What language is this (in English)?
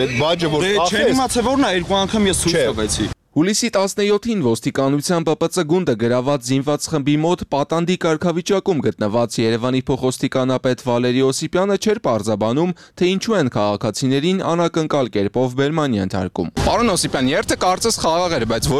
Armenian